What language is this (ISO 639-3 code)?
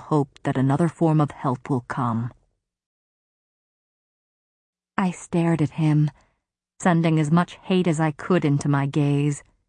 eng